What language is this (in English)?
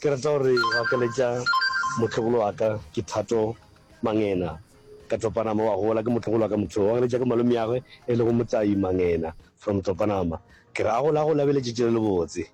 Northern Sotho